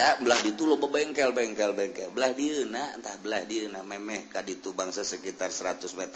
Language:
Sundanese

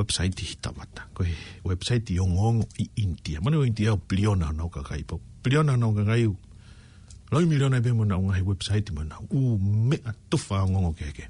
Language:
Tongan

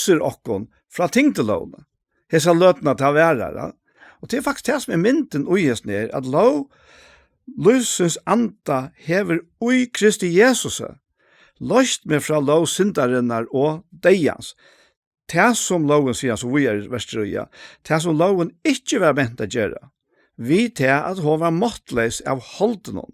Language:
Faroese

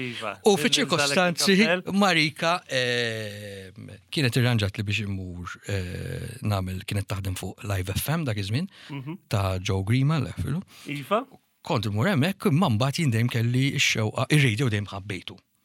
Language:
Maltese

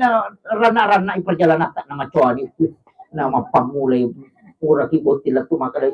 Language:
Buginese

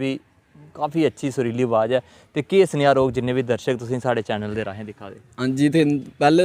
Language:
Dogri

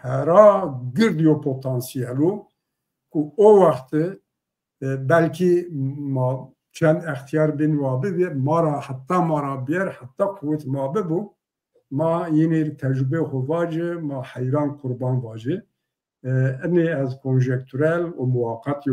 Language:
Zaza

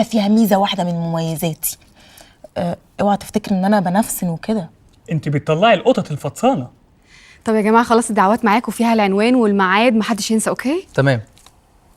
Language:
Egyptian Arabic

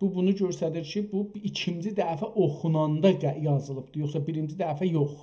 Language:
South Azerbaijani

